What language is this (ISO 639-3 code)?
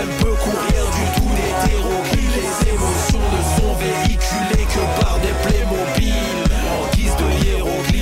fra